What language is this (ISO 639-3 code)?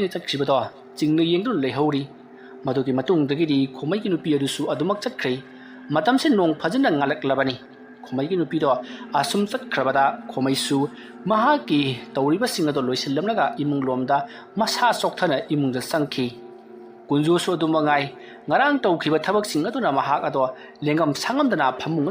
mni